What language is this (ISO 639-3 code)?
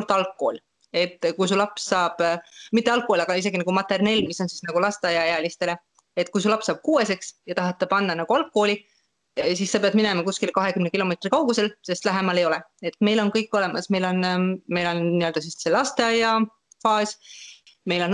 est